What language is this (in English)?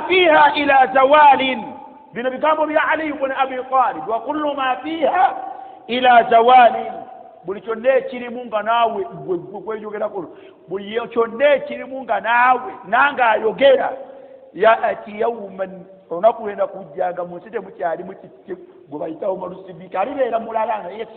Ganda